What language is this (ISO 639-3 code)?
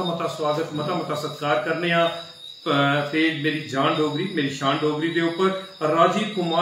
doi